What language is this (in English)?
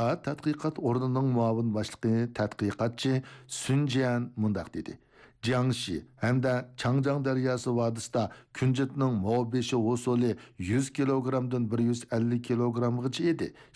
Uyghur